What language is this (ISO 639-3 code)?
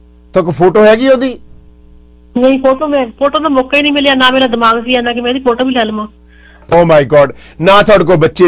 pan